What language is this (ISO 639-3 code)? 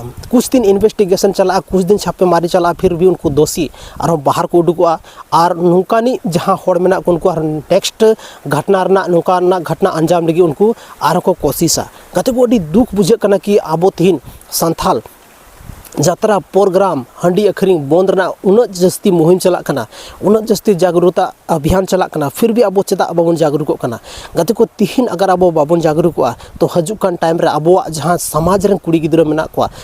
sat